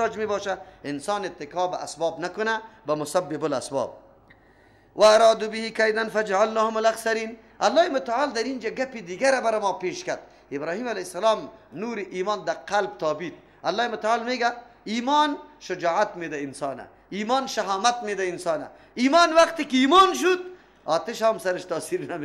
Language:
Persian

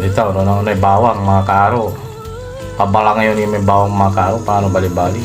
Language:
Pangasinan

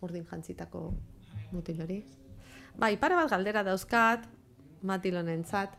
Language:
Basque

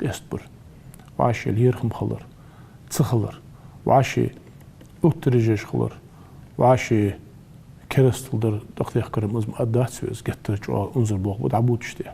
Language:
Ingush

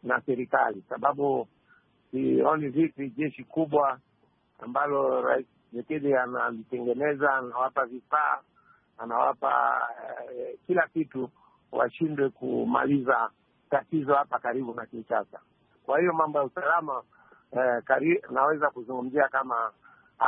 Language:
Swahili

